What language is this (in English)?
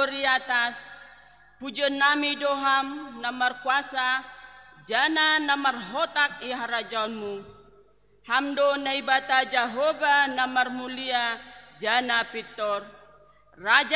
Batak Simalungun